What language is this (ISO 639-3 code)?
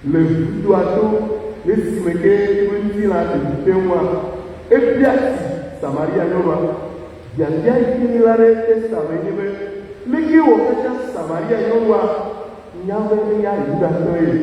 ewe